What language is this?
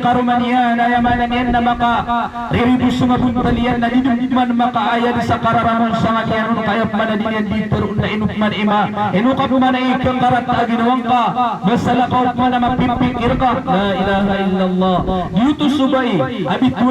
Maranao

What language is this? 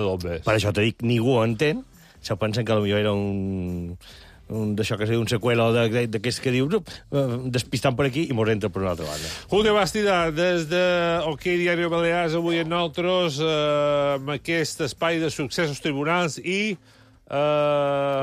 Catalan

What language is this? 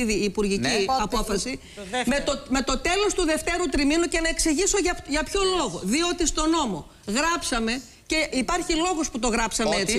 Greek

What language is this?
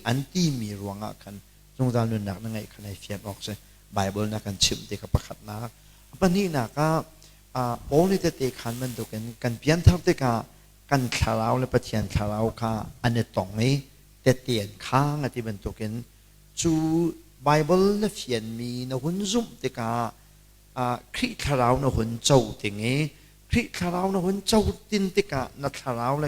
Hakha Chin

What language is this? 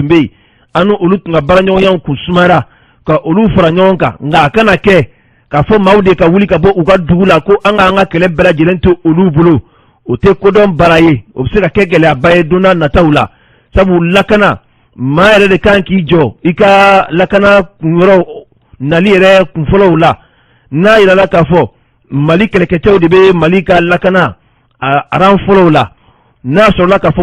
Bambara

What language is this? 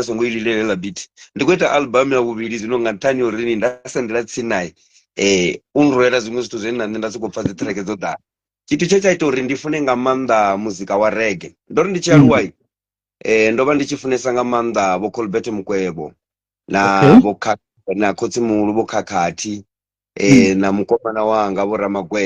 Venda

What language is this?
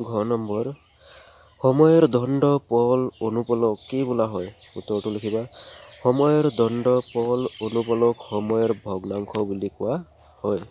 Assamese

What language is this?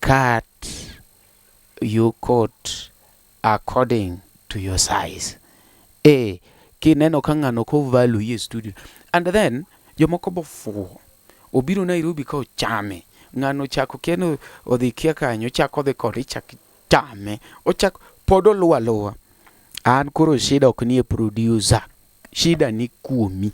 Luo (Kenya and Tanzania)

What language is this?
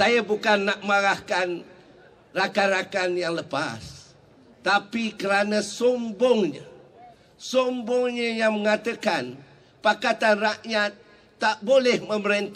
Malay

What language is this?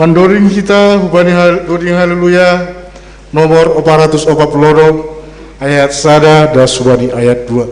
Batak Simalungun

